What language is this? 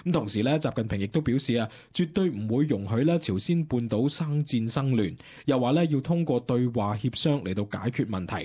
Cantonese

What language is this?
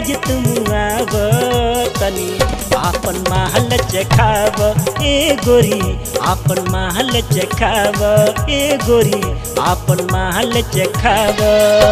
Bhojpuri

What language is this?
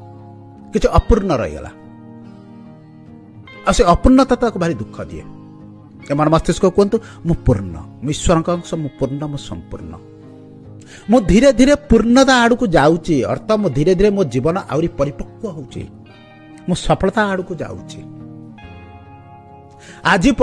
Odia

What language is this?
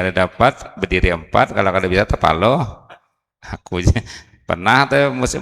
Banjar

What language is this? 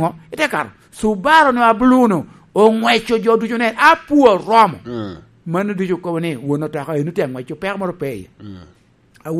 Lango (Uganda)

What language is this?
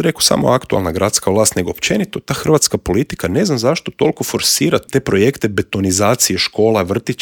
Croatian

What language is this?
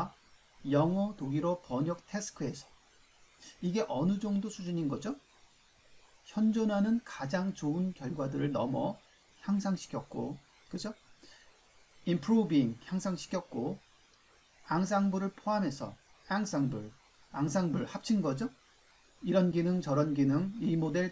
Korean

